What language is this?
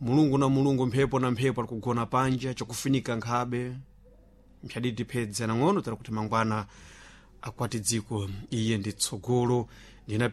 Sena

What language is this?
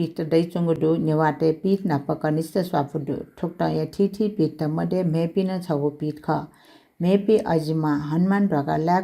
Newari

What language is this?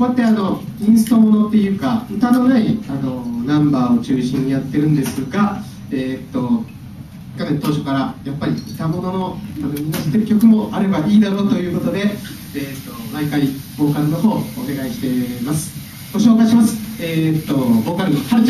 Japanese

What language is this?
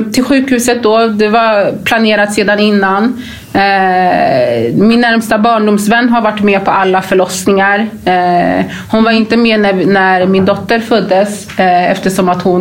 Swedish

